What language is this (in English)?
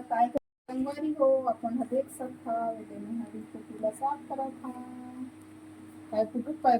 Chhattisgarhi